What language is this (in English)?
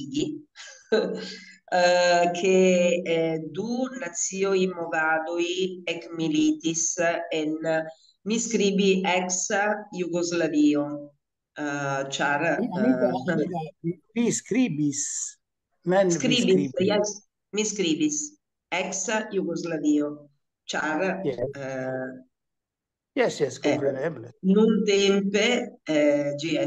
Esperanto